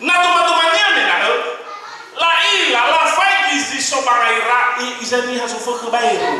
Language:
Nias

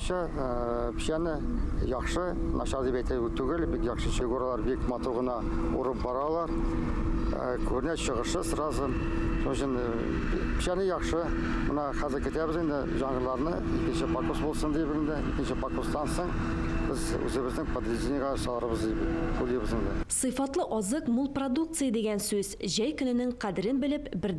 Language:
Tatar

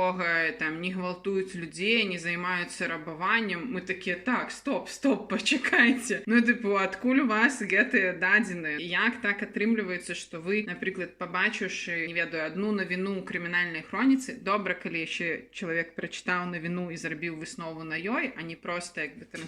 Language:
Belarusian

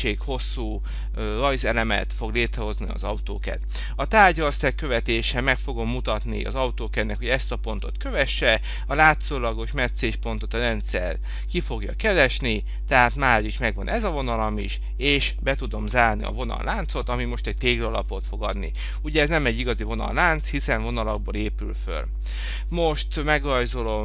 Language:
Hungarian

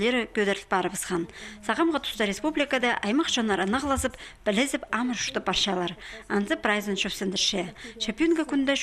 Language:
Khakas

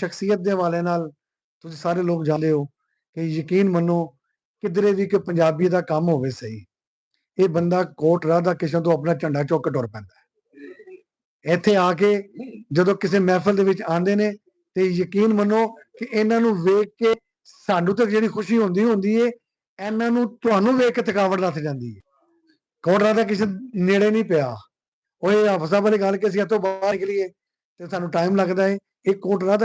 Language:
Western Panjabi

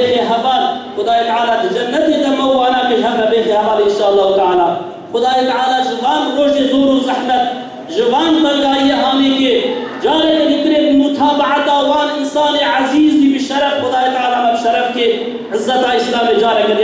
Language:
Kurdish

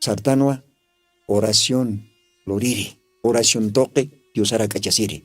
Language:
Aymara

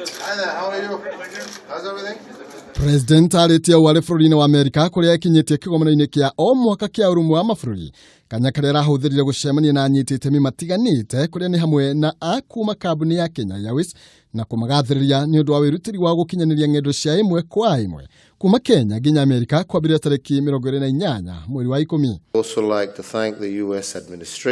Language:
Kikuyu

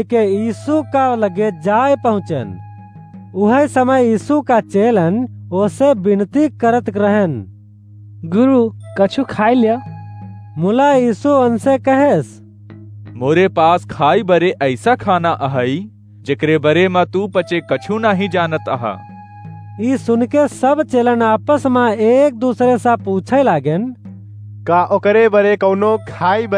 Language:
Awadhi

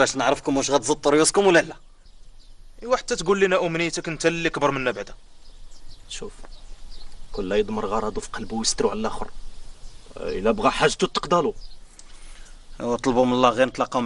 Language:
Moroccan Arabic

